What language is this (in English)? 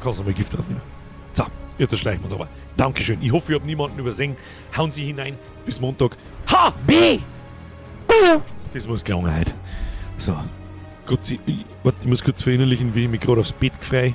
Bavarian